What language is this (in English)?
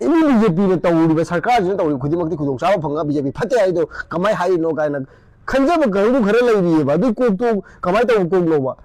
Manipuri